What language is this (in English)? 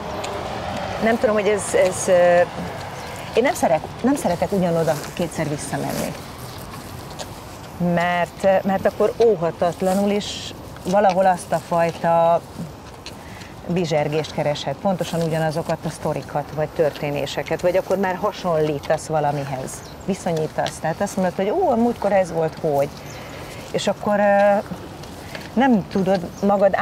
Hungarian